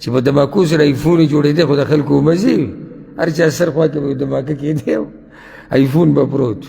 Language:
Pashto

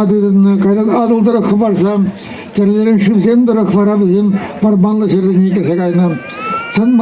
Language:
Chuvash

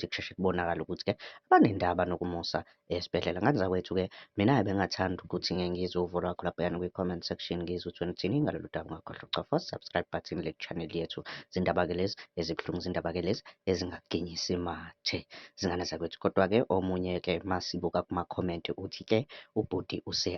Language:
Zulu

